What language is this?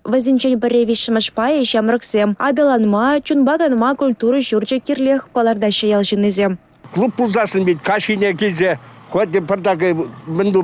Chuvash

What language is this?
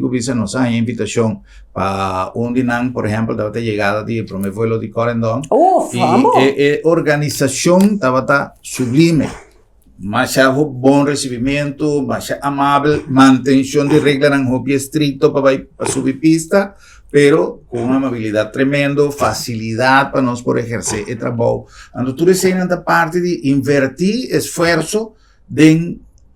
Papiamento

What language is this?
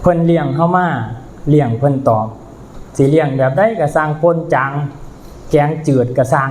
Lao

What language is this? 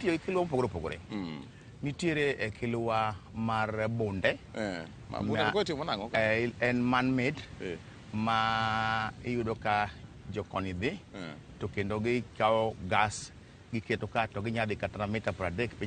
Luo (Kenya and Tanzania)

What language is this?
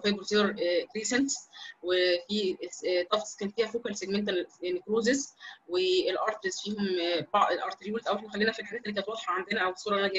Egyptian Arabic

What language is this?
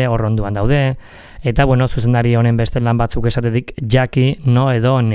Basque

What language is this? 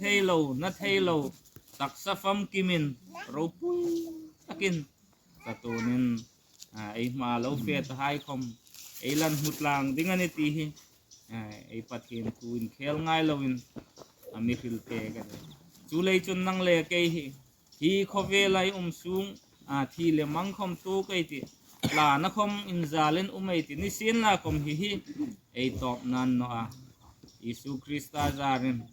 Hmar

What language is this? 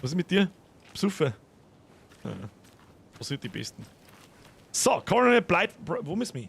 Bavarian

